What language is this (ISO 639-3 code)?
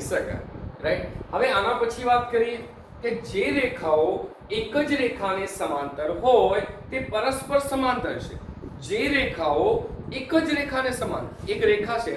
guj